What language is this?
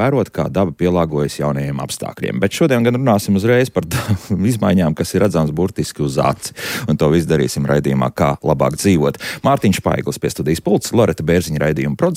Latvian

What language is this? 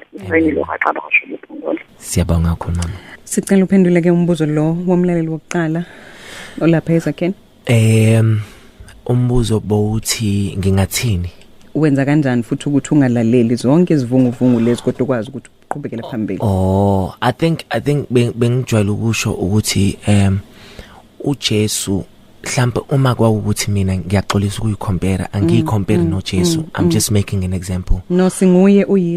Zulu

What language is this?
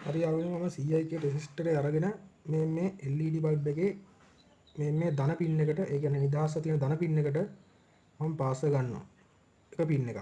Sinhala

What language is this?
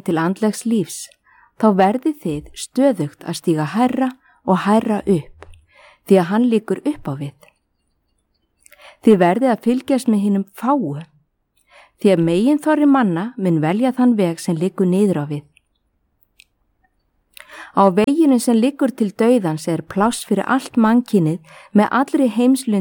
Icelandic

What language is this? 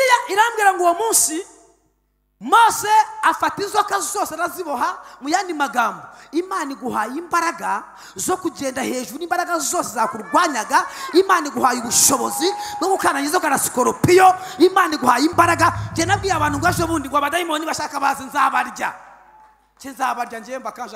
Kinyarwanda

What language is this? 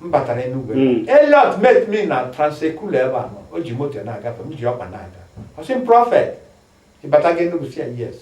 Igbo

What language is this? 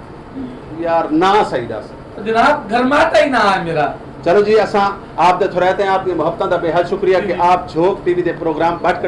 Saraiki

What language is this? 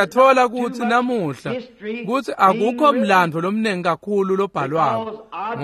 Swati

